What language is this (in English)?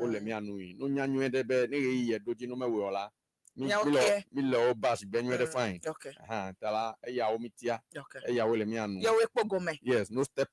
Ewe